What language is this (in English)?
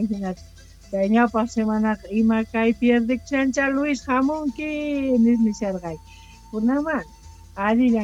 South Bolivian Quechua